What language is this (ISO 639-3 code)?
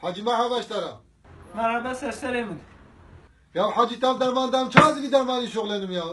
kur